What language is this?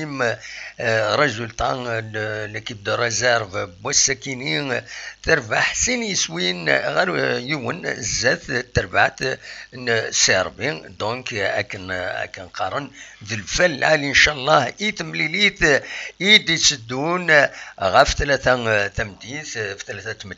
Kabyle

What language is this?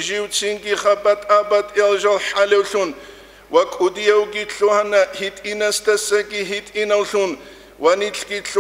Avaric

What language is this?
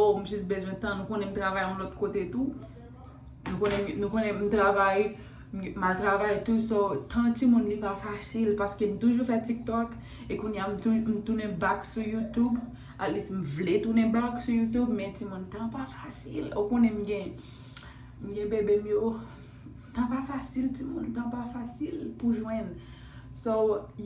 Haitian Creole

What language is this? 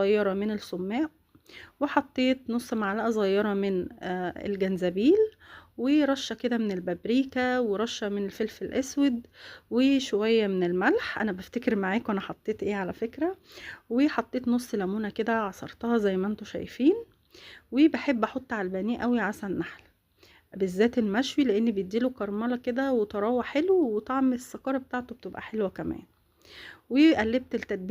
Egyptian Arabic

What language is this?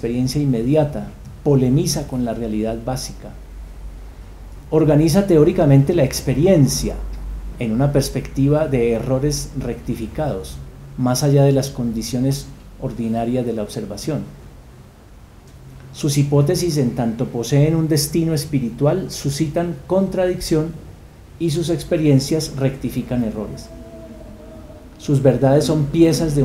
Spanish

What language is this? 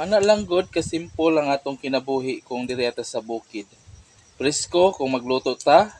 Cebuano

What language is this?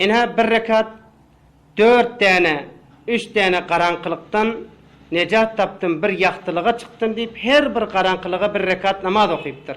Turkmen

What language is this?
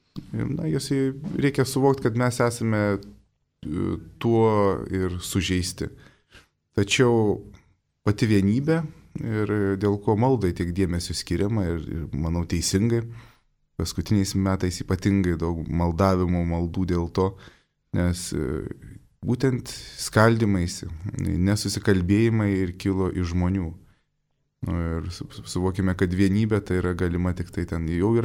Lithuanian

